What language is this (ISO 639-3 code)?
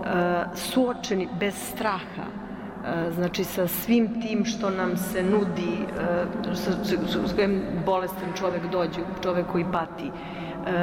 srp